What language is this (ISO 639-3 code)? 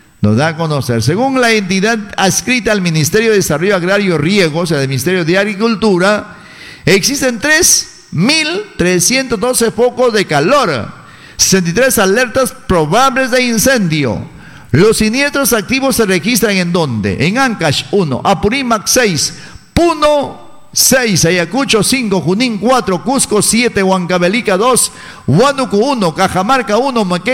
spa